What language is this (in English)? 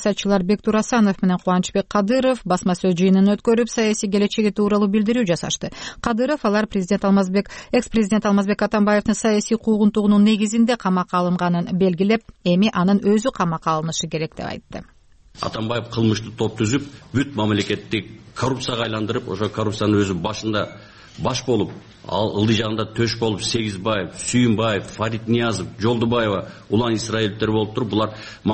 Kyrgyz